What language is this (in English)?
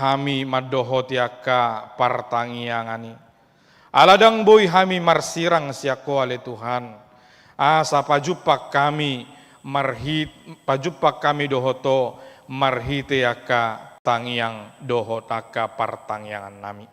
Batak Toba